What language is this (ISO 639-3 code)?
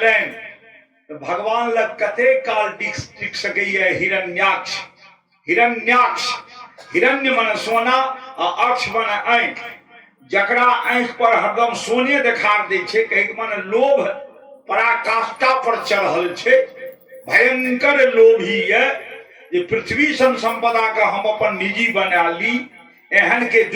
mai